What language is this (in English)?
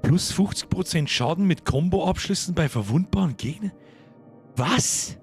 Bavarian